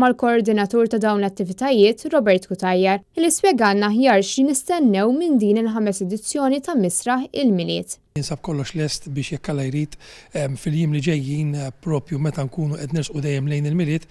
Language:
Maltese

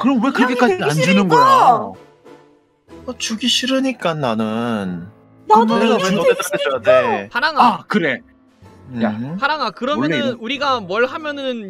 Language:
Korean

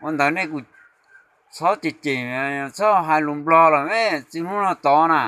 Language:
Hmong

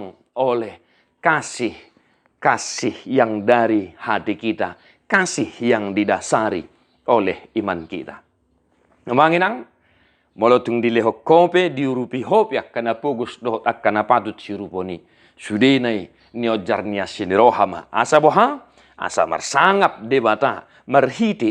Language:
Batak Toba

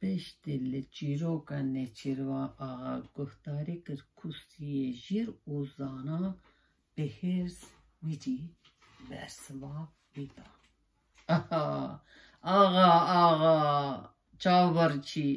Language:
Kurdish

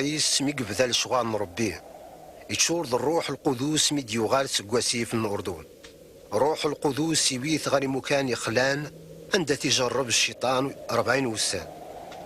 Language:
Kabyle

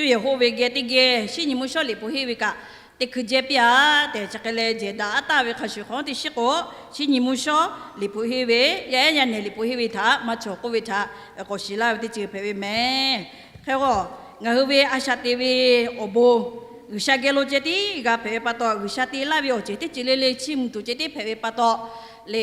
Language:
Lahu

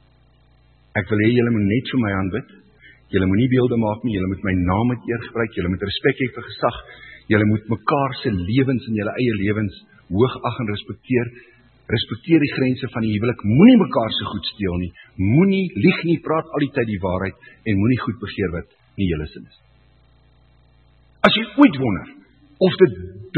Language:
Afrikaans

